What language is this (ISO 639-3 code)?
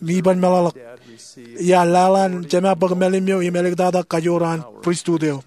mah